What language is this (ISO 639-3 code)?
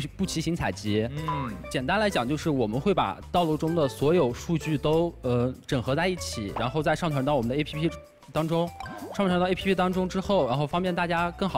zho